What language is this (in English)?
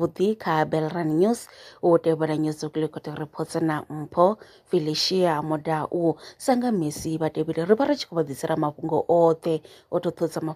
Venda